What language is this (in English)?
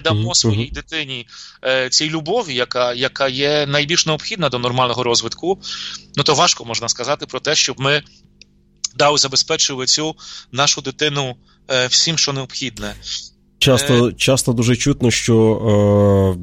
Ukrainian